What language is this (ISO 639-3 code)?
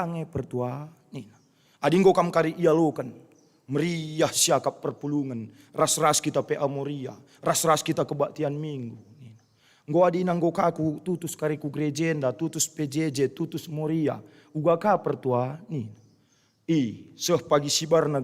btx